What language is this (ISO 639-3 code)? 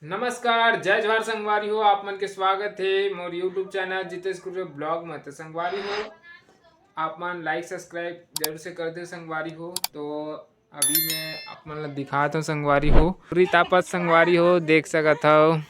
hne